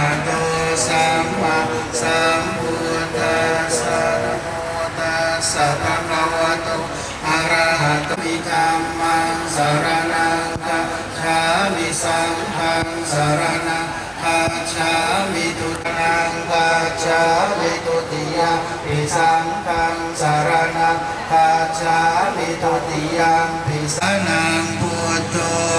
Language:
Pali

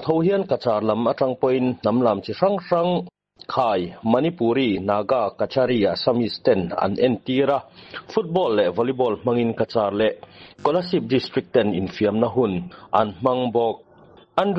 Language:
Mizo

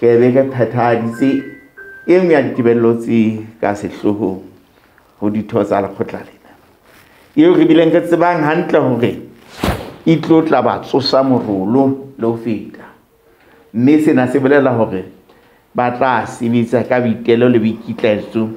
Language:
Southern Sotho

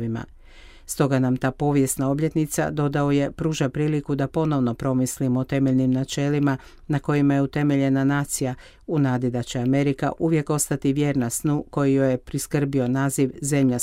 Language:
Croatian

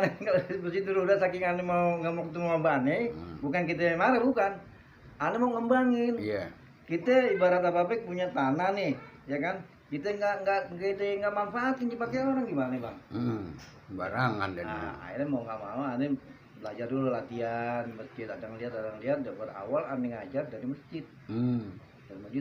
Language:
Betawi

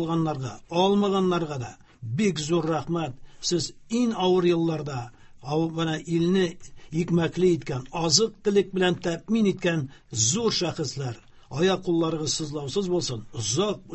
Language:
Tatar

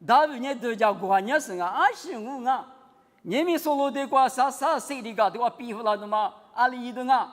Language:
Lisu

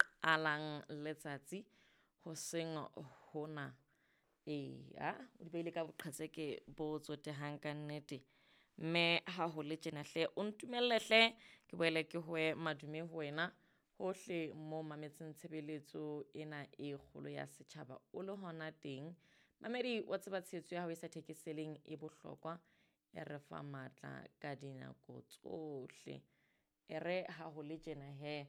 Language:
Southern Sotho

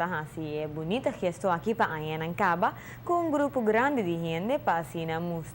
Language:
Papiamento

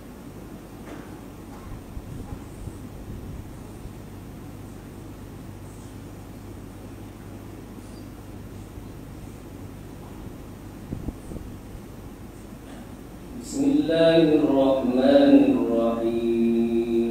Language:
Malay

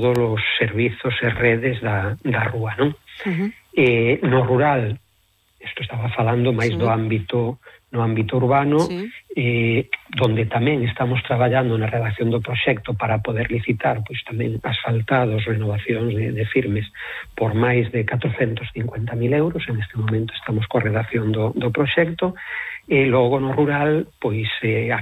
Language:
Galician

